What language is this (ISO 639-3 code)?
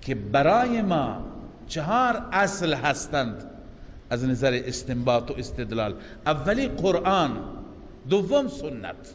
fas